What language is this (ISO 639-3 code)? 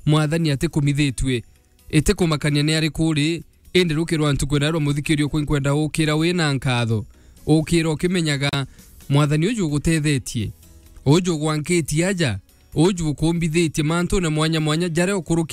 mer